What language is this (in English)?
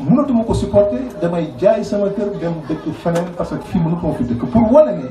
Wolof